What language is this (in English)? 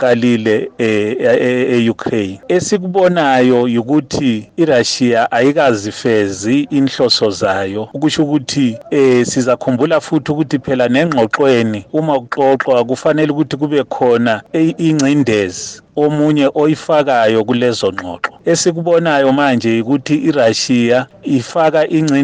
North Ndebele